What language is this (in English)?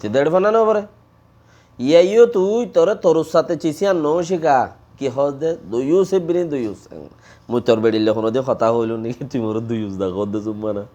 Rohingya